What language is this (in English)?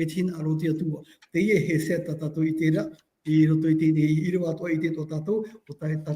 Tahitian